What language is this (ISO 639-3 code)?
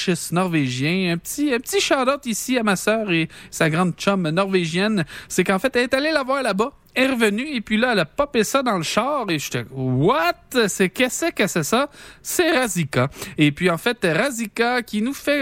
fra